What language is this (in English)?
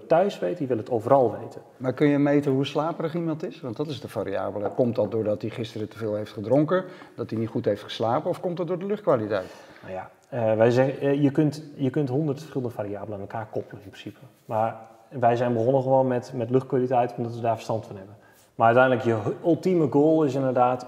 Dutch